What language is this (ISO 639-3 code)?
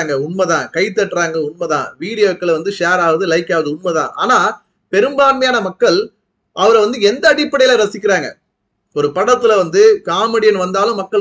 tam